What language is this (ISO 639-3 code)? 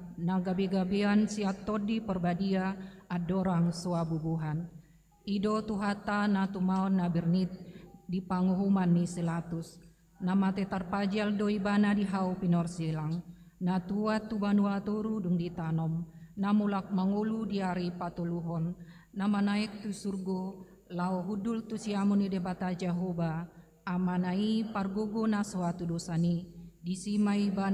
bbc